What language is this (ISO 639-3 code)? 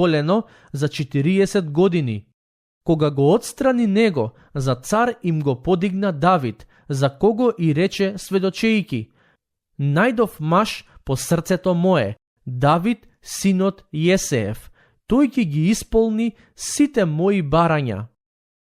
mkd